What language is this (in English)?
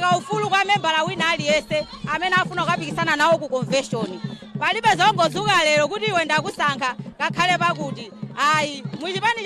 Nyanja